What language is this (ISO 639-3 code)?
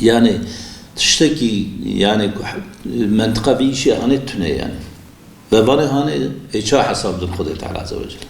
kur